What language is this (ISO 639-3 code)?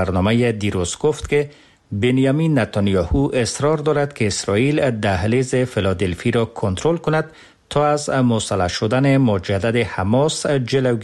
fas